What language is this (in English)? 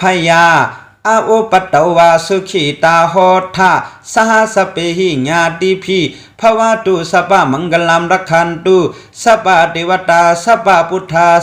Shan